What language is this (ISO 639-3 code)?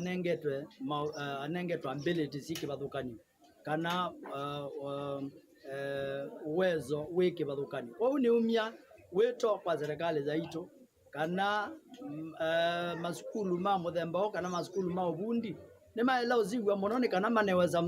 kam